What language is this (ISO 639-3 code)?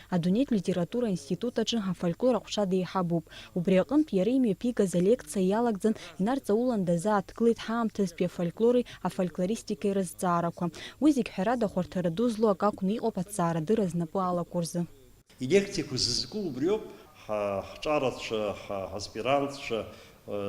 abk